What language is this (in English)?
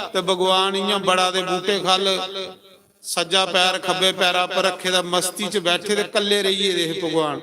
Dogri